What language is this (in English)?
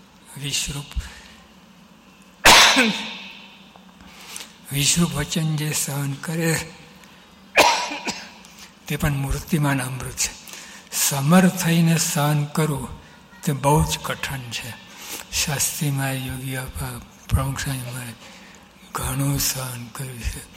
Gujarati